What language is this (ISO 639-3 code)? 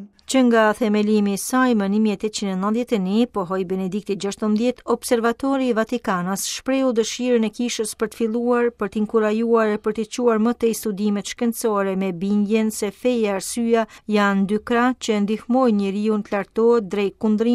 sqi